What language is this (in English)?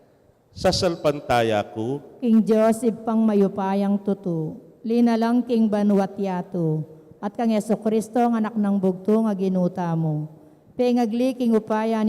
Pampanga